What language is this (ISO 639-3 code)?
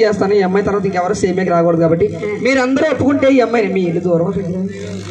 tel